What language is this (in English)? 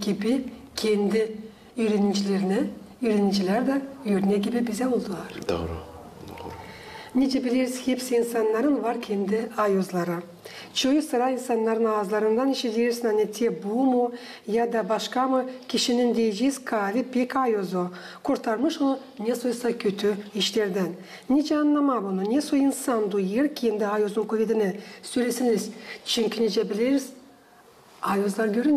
Gagauz